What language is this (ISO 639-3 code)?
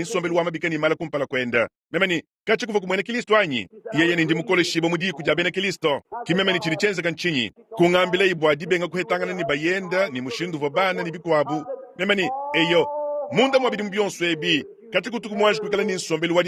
lua